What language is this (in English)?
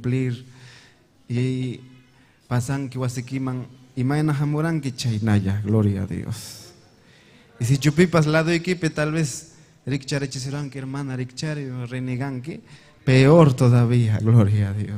Ayacucho Quechua